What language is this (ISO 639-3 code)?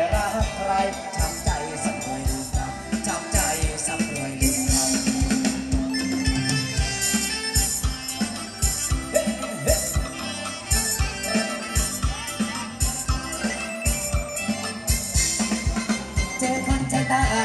tha